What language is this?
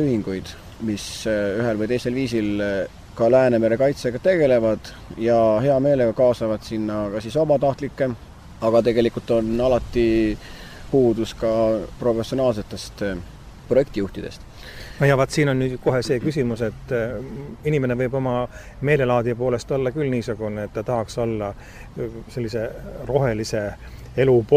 Estonian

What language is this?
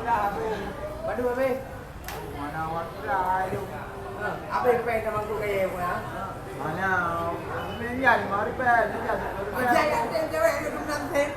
Achinese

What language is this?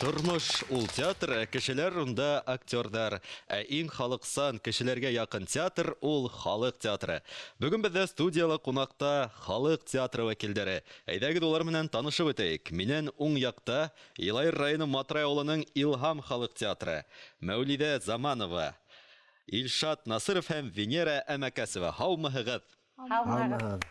Bashkir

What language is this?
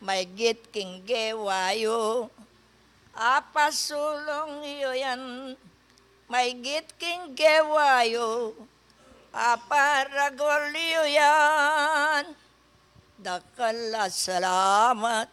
Pampanga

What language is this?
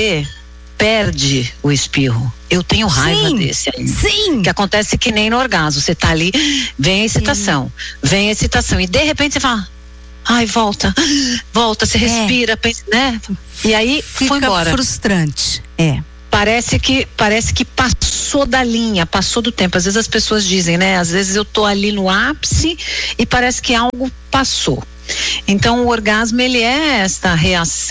Portuguese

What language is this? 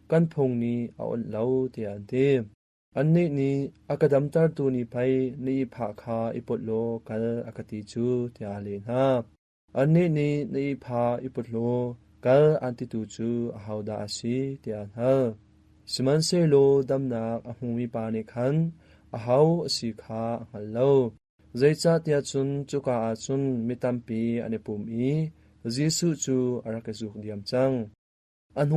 Hakha Chin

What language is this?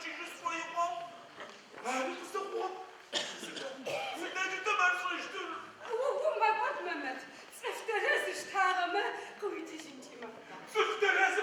Adyghe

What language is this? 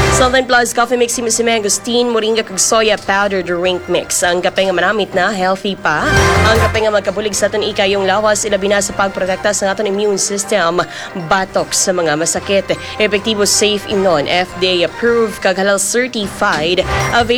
Hiligaynon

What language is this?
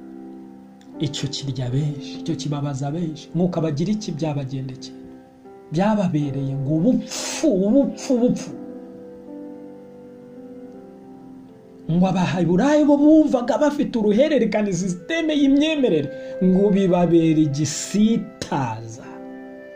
Kinyarwanda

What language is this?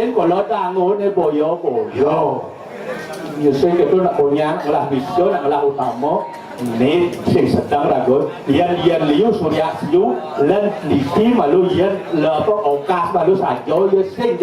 Balinese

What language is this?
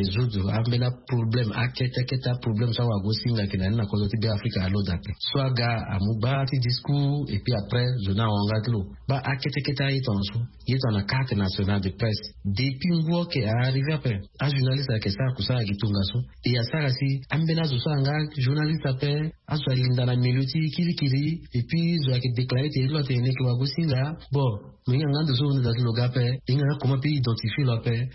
Sango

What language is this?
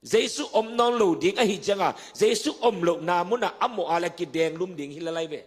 Tedim Chin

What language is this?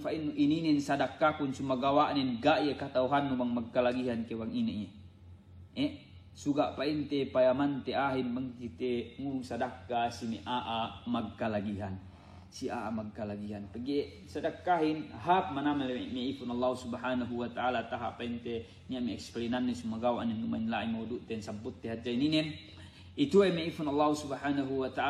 Yakan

